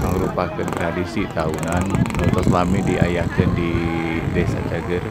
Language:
Sundanese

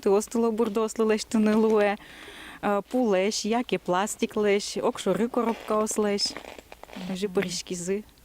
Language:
Udmurt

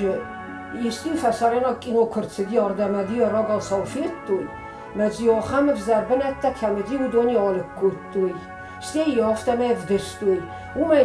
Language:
Ossetic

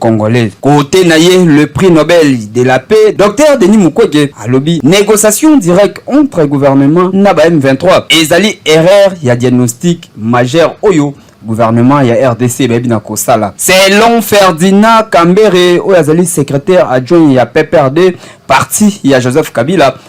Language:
Lingala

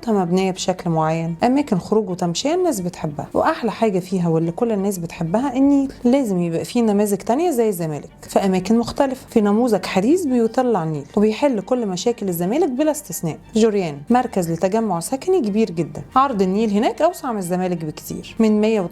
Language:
Egyptian Arabic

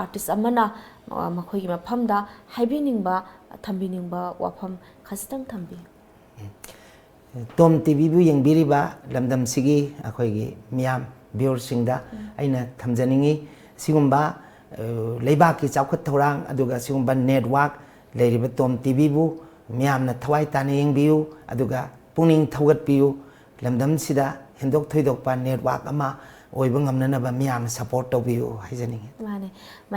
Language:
Manipuri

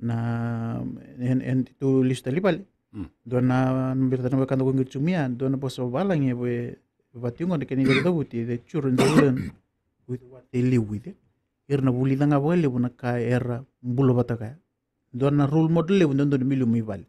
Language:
Fijian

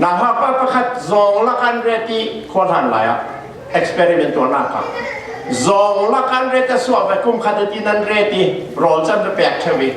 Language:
Falam Chin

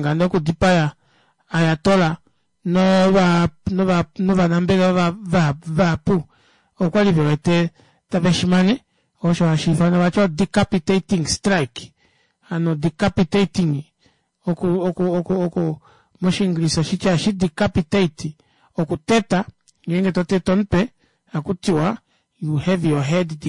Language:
Kuanyama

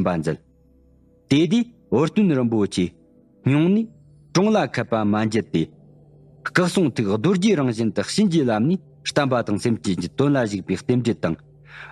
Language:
Tibetan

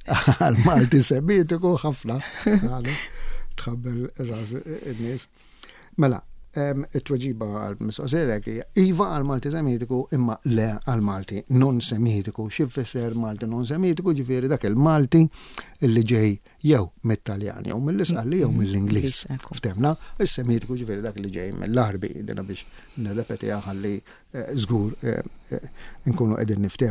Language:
Maltese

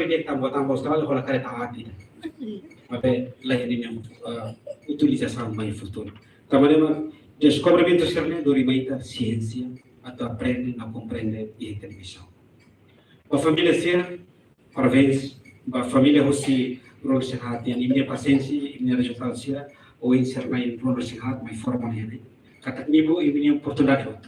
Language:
Tetum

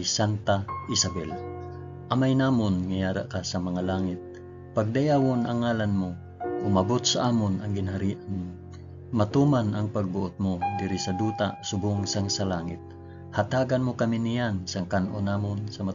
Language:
Hiligaynon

